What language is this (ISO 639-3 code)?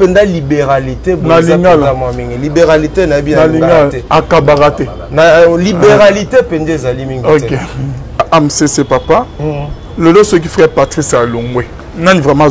lin